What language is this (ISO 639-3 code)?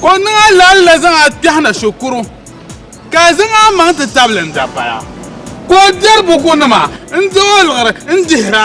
dag